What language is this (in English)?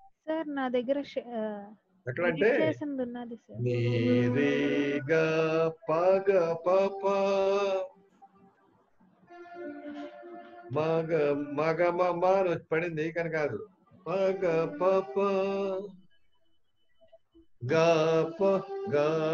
Telugu